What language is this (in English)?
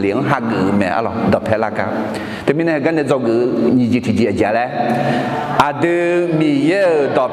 Akha